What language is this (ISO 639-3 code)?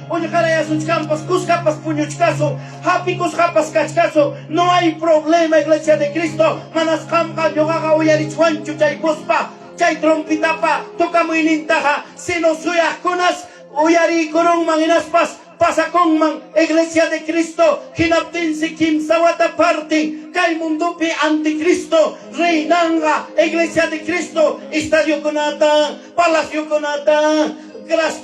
quy